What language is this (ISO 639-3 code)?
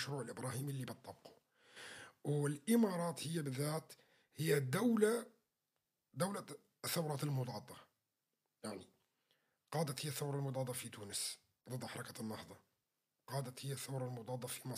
apc